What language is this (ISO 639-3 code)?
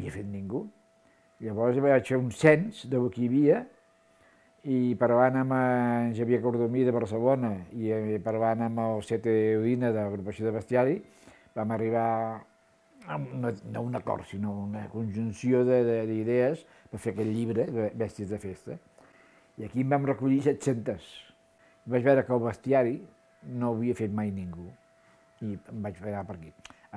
cat